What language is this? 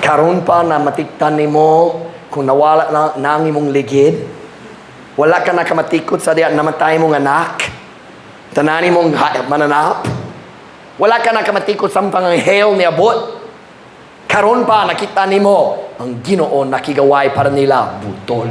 Cebuano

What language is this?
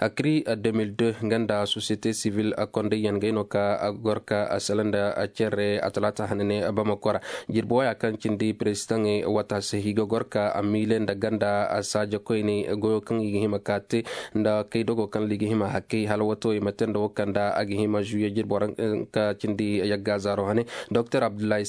Koyraboro Senni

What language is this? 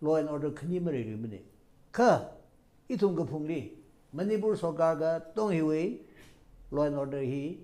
Tangkhul Naga (India)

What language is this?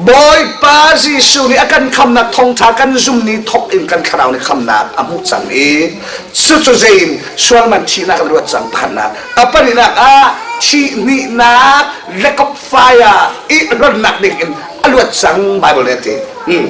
Falam Chin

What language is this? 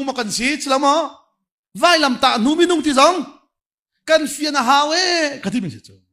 Hakha Chin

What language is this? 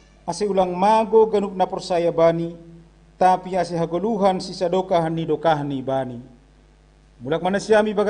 Batak Simalungun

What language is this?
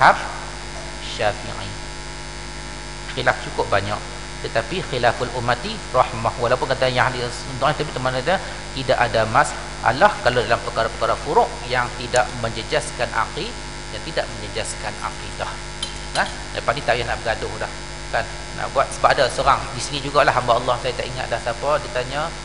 Malay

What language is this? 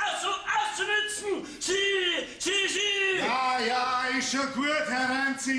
Bavarian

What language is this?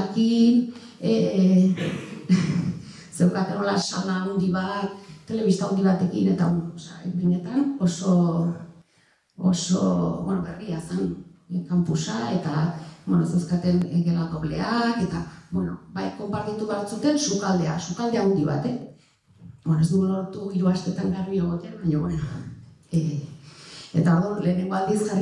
Basque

